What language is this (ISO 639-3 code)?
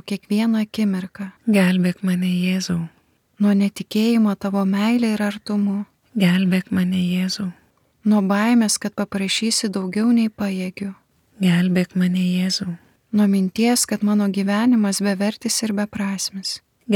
lit